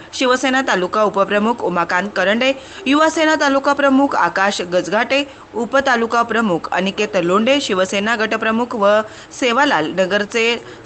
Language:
Marathi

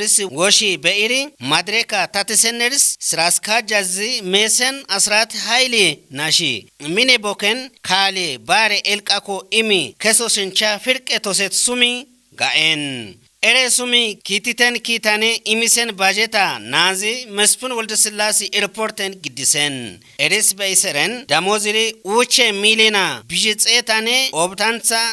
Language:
Kafa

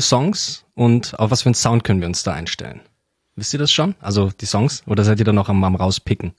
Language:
German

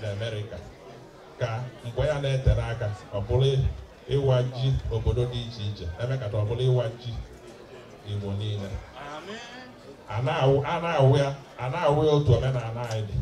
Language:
Igbo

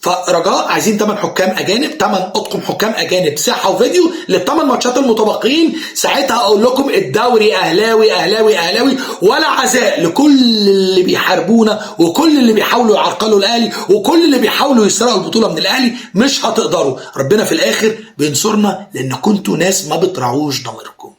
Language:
Egyptian Arabic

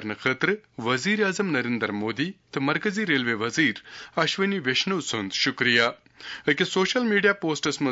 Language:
Kashmiri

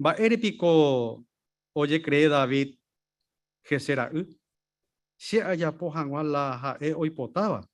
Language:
Guarani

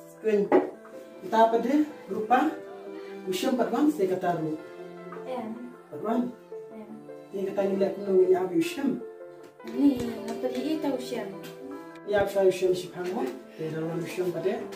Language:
Khasi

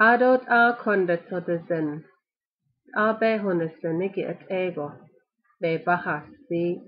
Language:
Navajo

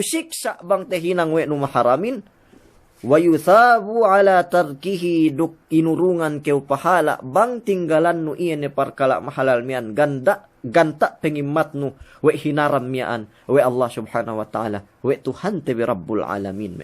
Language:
Yakan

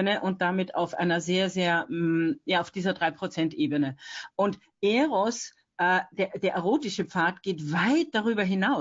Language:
German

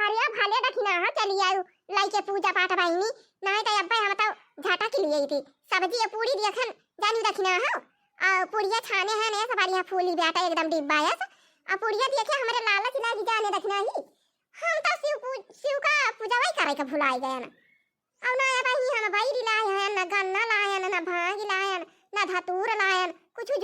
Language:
Awadhi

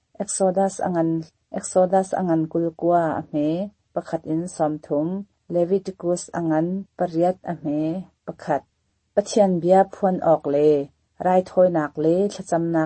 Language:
Hakha Chin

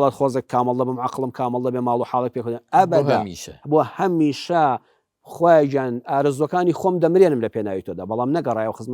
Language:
Central Kurdish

